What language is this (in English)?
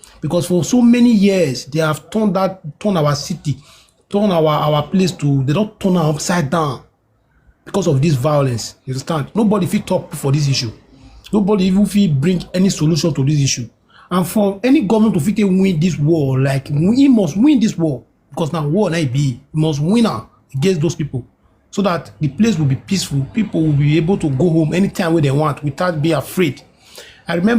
Nigerian Pidgin